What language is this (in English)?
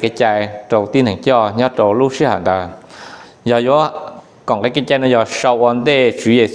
Hmong